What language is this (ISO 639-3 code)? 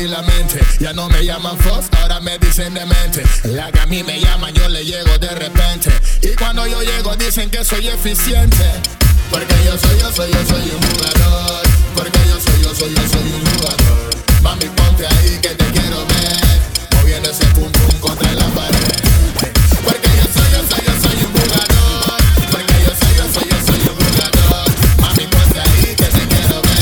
spa